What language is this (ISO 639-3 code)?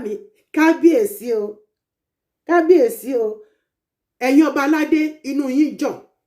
yor